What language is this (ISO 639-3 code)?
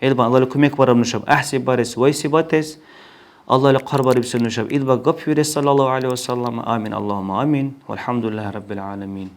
dar